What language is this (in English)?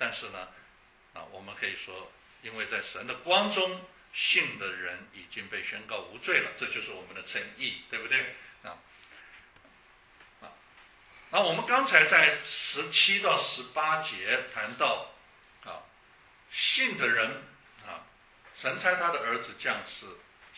Chinese